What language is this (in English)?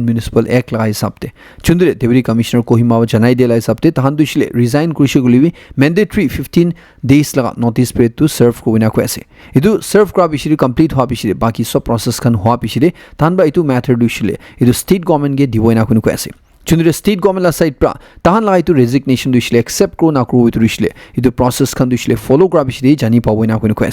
Naga Pidgin